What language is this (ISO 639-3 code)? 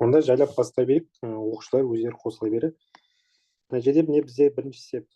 kaz